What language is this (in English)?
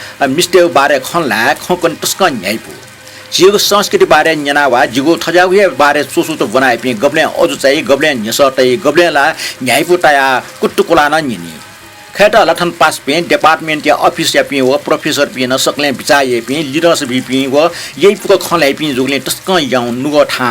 Newari